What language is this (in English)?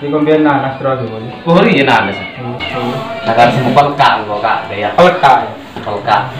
Madurese